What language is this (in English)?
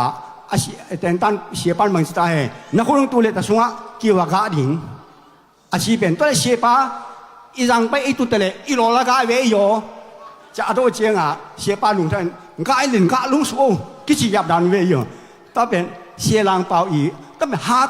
Tedim Chin